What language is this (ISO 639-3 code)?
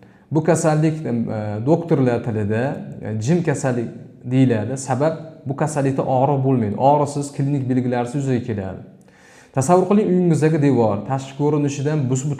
uzb